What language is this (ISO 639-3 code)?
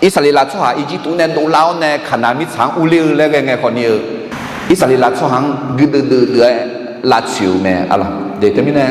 ahk